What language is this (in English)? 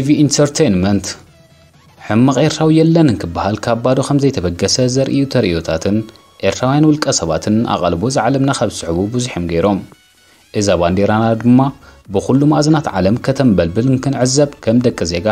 Tigrinya